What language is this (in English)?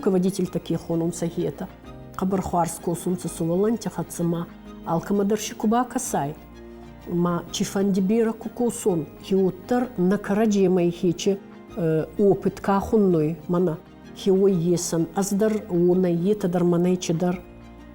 Ossetic